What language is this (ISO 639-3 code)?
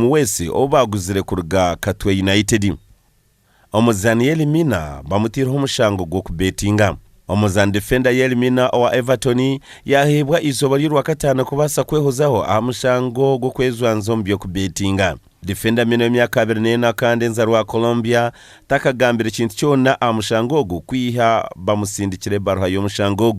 nyn